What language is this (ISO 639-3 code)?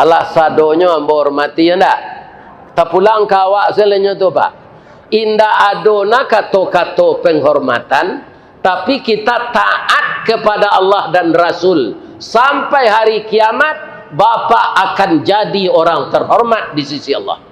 min